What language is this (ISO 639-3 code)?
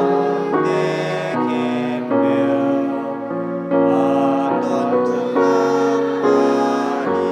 ctd